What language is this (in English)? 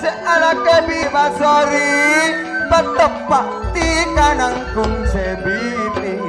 Madurese